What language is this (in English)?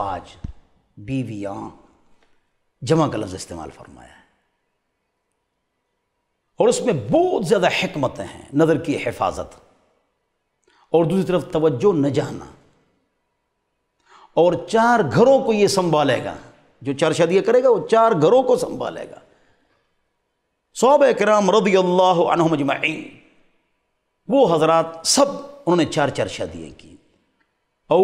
Urdu